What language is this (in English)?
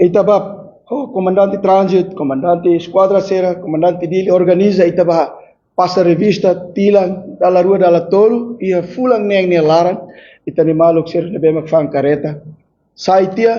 Tetum